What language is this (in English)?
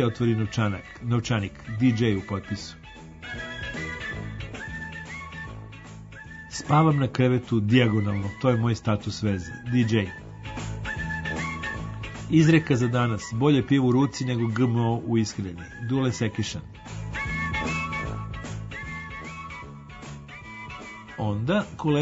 Serbian